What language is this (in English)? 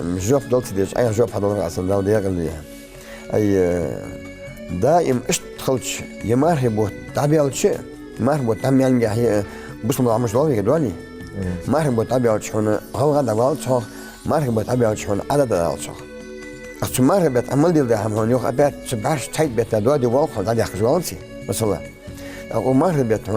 Ingush